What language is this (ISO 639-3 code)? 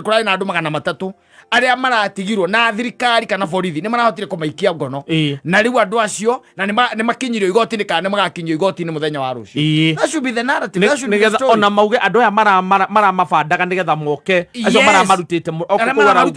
kik